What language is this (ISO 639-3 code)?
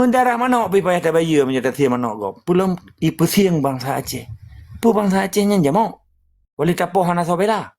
ace